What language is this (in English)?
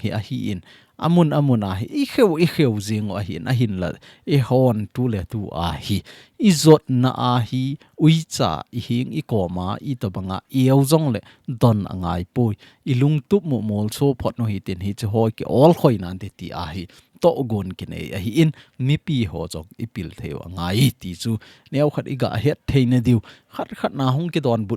Thado Chin